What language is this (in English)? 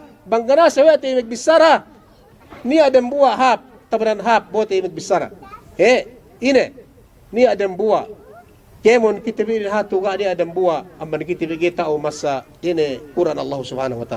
Yakan